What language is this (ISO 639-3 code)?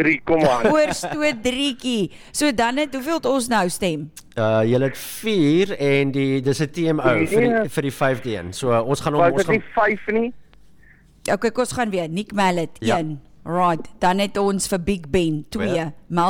afr